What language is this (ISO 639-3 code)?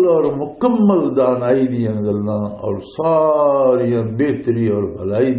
lah